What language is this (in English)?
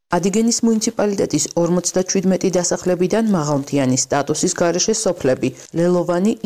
Georgian